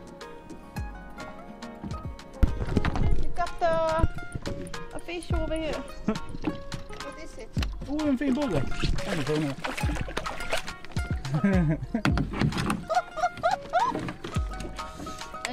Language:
Swedish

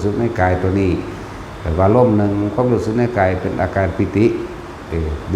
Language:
Lao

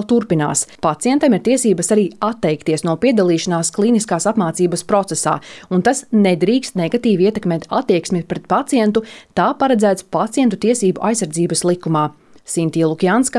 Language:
Latvian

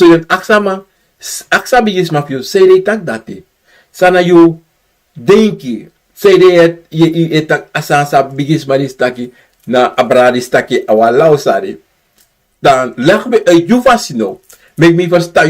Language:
Sranan Tongo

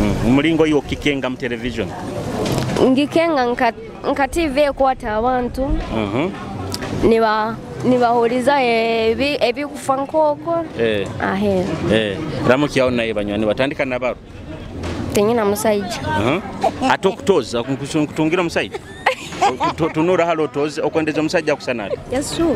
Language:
Nyoro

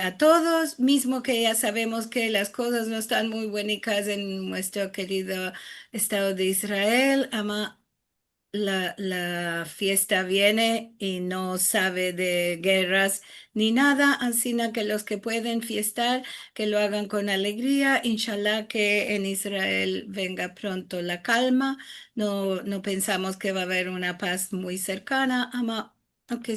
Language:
Ladino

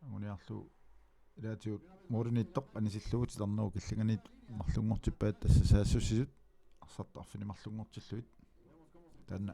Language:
Kalaallisut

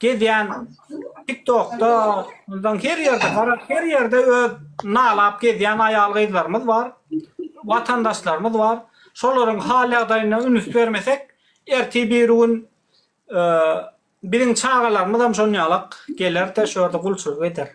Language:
Turkmen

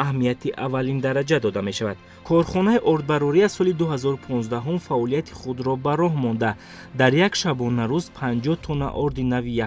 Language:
Tajik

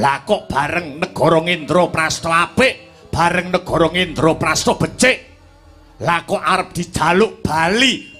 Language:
Javanese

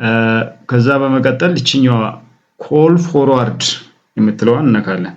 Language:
Amharic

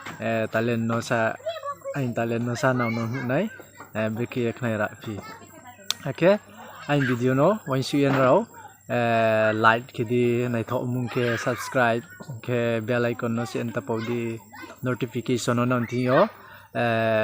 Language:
Riang (India)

